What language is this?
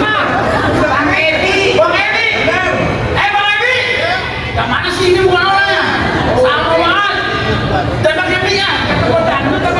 Betawi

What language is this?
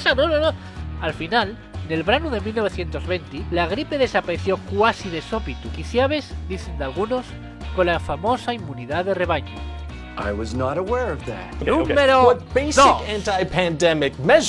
Asturian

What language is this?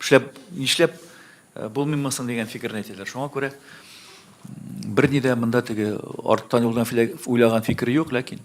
Tatar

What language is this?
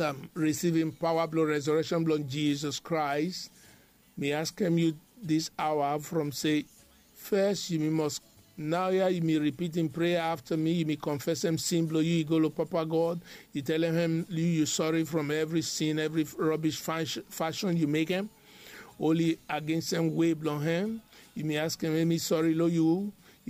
Bislama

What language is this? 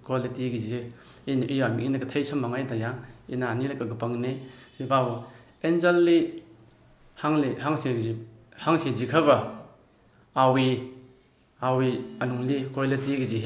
Tangkhul Naga (India)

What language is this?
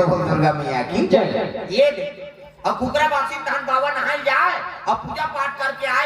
Chhattisgarhi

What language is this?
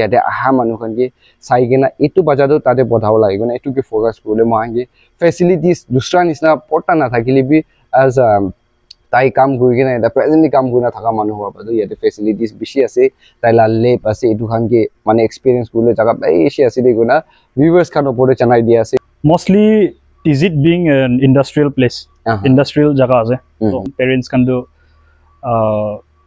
Naga Pidgin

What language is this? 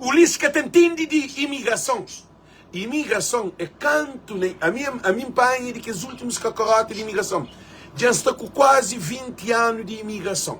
Kabuverdianu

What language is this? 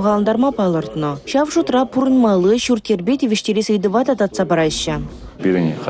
Chuvash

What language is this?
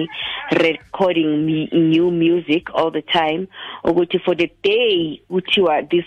Tswana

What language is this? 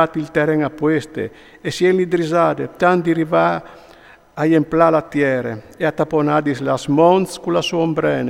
Friulian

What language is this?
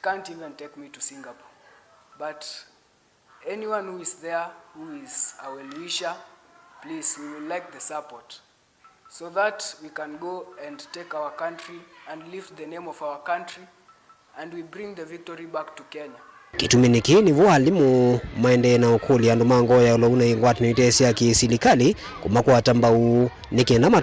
Kamba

